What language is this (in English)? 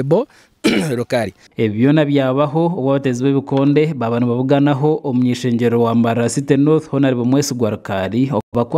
Nyankole